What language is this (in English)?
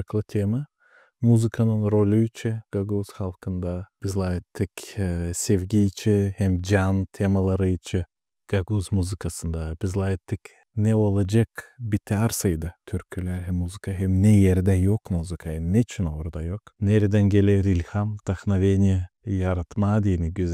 Gagauz